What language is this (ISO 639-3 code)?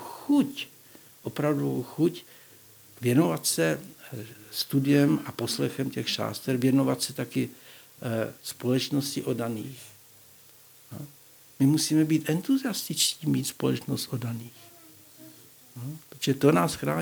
ces